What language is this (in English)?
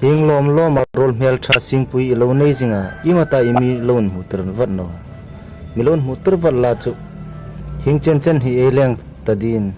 Hmar